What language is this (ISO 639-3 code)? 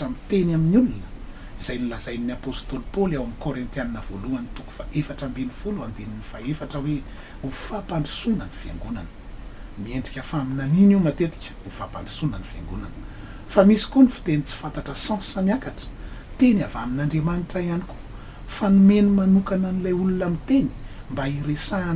mlg